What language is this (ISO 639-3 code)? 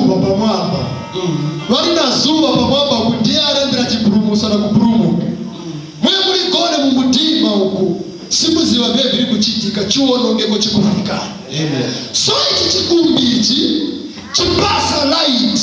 nya